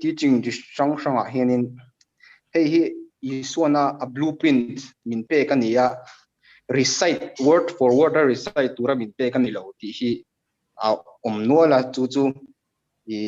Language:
Mizo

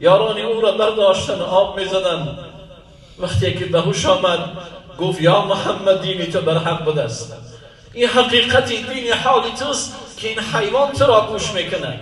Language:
Tajik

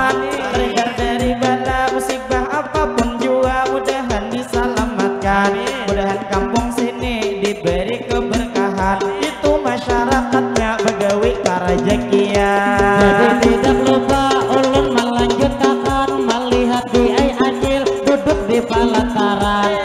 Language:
Banjar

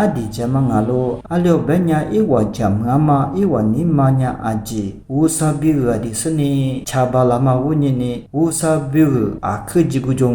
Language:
Lisu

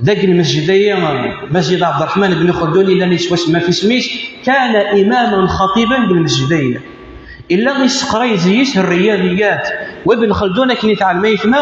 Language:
Kabyle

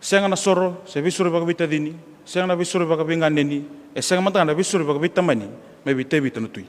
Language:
Fijian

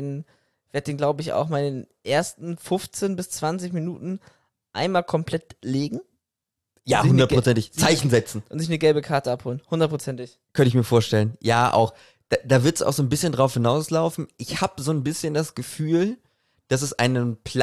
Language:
German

